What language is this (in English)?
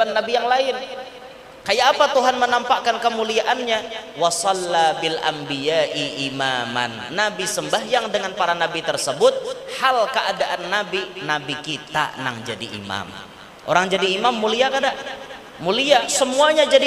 Banjar